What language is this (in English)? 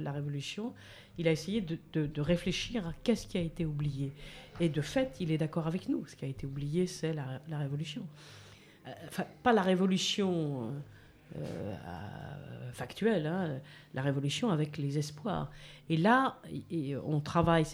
French